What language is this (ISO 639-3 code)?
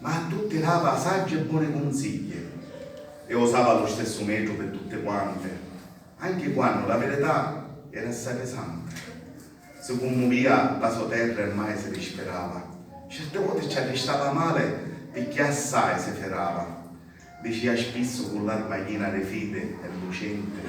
scn